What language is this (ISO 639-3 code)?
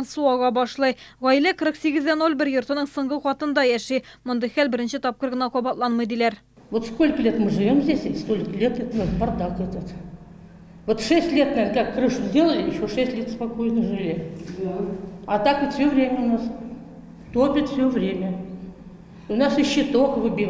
tat